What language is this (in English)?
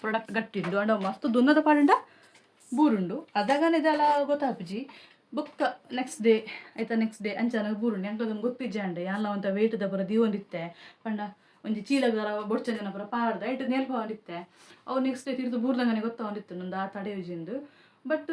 Tulu